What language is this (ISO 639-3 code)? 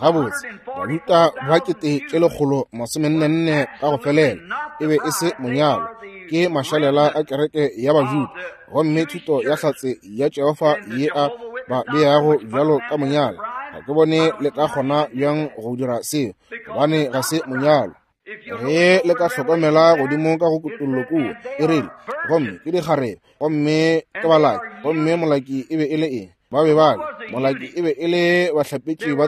nso